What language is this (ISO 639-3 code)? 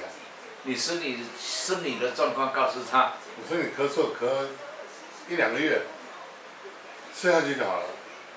zho